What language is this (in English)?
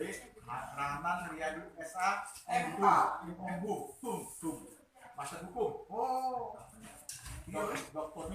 Musi